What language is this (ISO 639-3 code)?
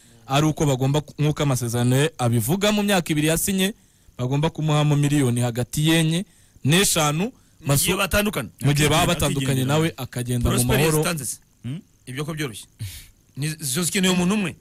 kin